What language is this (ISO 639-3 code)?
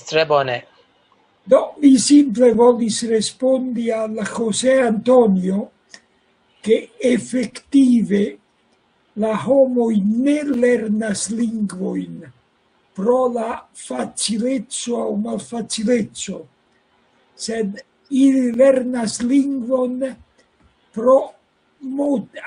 epo